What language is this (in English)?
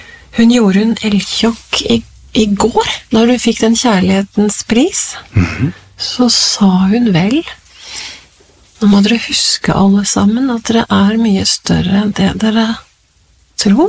Norwegian